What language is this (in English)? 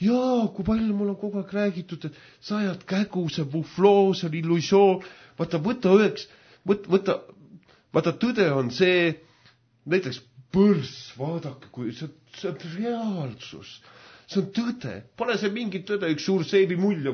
Estonian